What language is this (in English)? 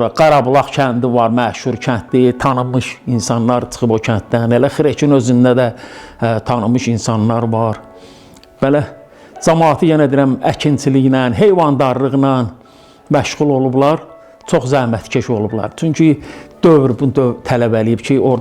Azerbaijani